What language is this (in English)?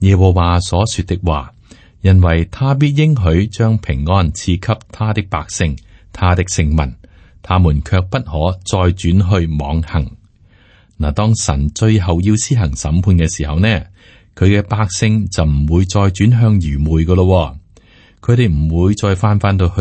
Cantonese